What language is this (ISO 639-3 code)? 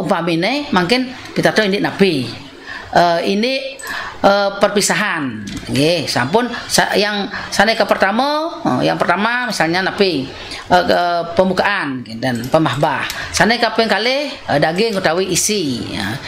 ban